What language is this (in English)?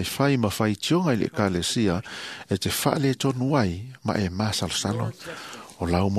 Samoan